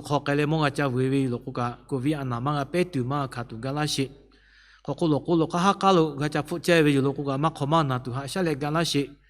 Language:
Lahu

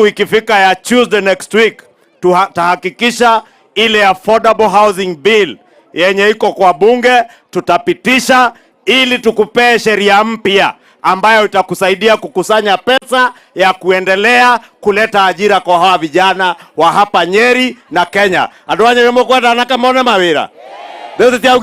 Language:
Gusii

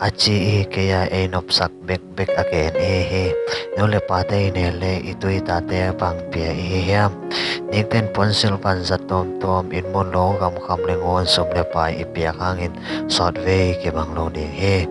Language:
Tedim Chin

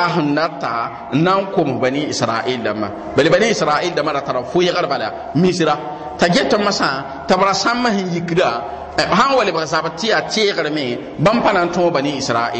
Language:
Mossi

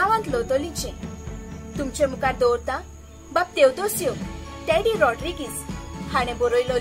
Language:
Konkani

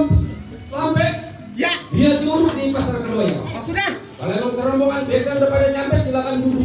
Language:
Betawi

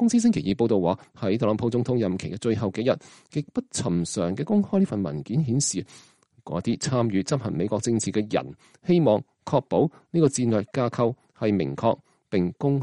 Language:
Cantonese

